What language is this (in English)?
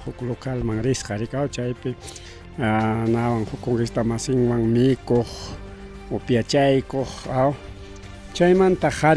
Ayacucho Quechua